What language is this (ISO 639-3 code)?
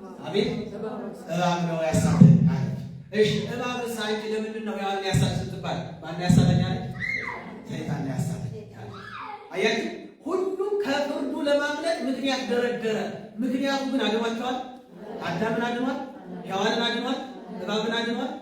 amh